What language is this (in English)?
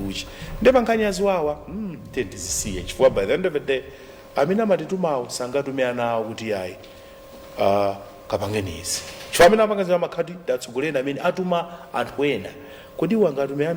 Nyanja